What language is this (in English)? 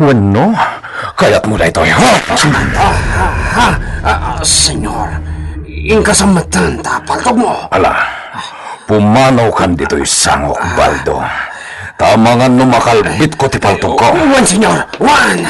Iloko